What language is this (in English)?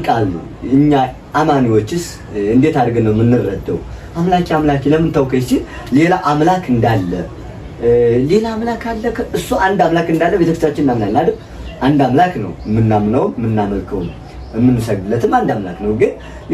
Amharic